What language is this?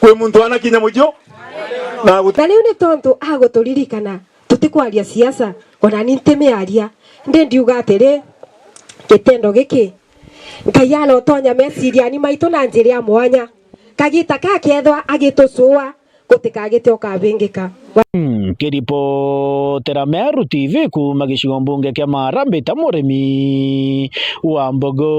Meru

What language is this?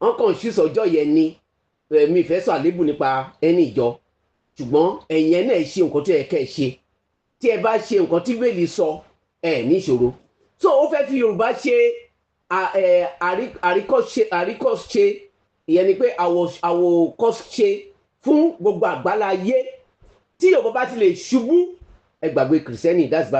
Yoruba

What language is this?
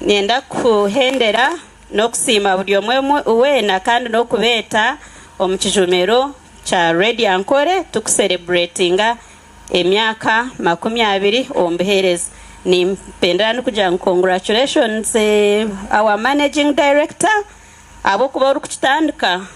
Nyankole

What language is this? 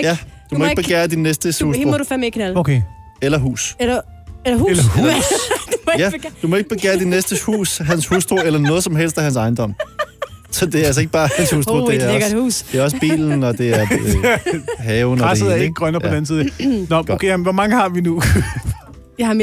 Danish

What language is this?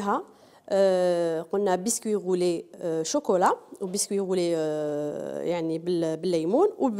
Algerian Arabic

